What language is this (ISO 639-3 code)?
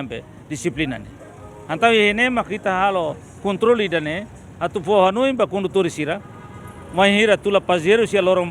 tet